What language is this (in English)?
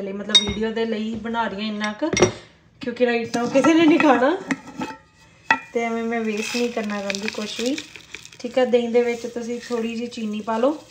Punjabi